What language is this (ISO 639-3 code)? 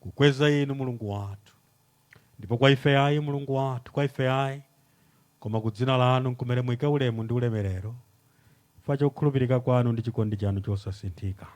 nya